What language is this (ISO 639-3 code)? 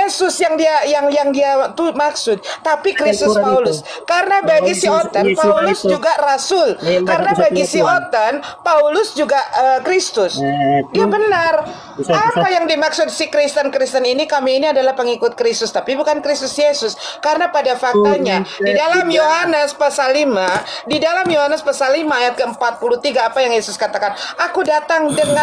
ind